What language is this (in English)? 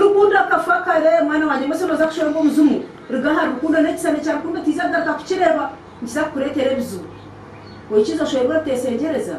Nyankole